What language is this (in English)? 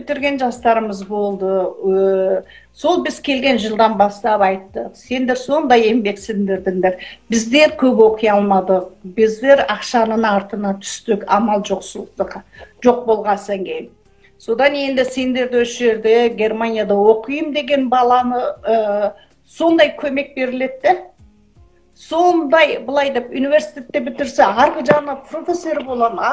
Kazakh